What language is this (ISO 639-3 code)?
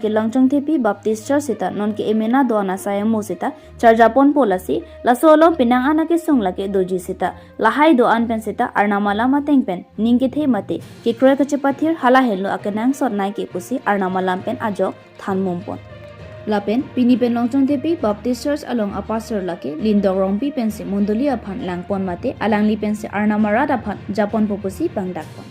mjw